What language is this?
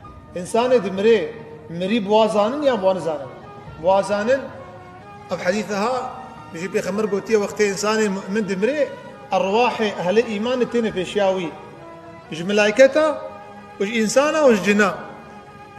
Kurdish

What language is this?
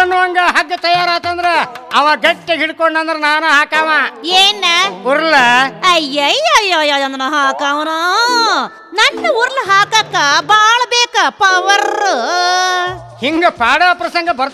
Kannada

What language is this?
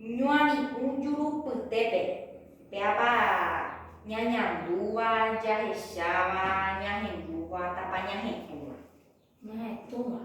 Guarani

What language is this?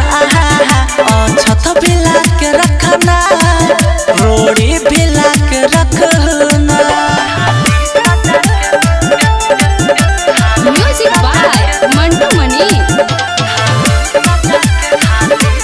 Bhojpuri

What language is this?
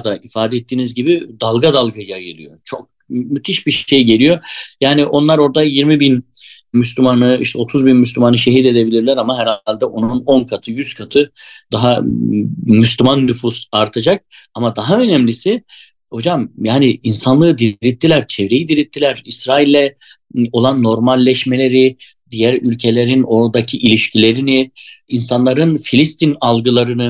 Turkish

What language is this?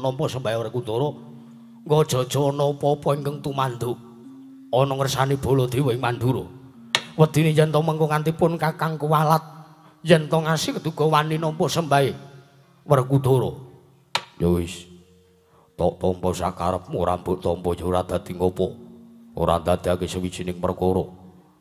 Javanese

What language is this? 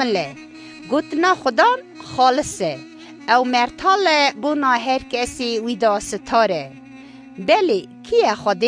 Kurdish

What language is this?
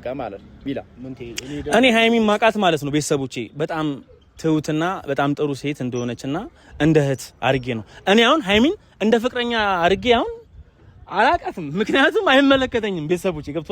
Amharic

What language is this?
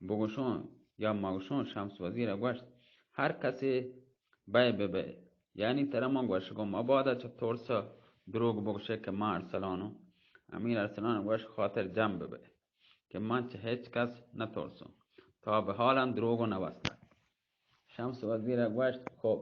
Baluchi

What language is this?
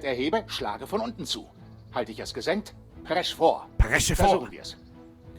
Bavarian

